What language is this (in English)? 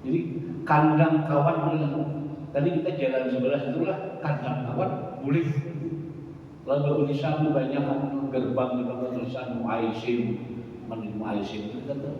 Banjar